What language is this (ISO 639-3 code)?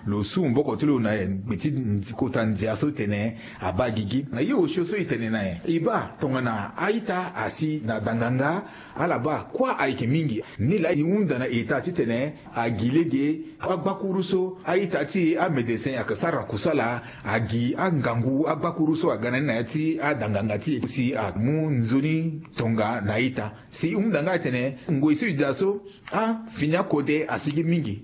sag